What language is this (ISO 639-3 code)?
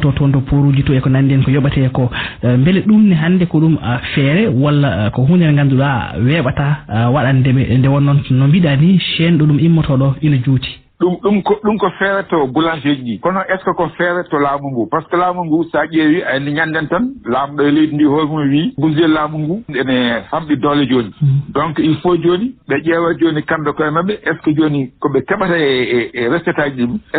ful